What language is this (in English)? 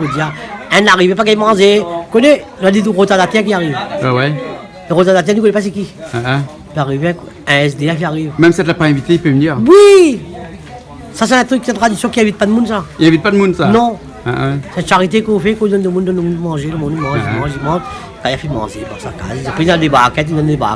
Réunion Creole French